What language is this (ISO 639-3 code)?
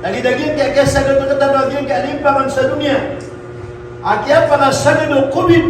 mrw